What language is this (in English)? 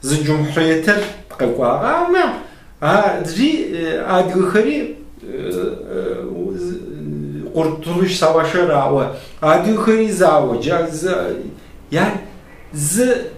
Kabardian